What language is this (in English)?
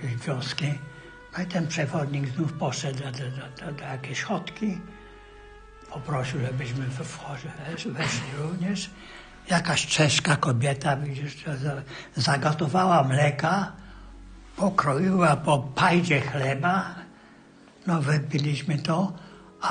Polish